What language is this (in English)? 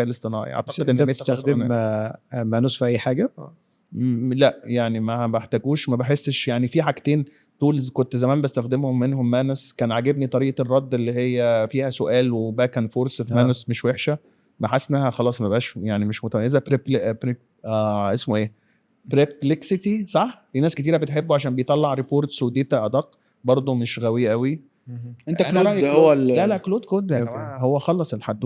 Egyptian Arabic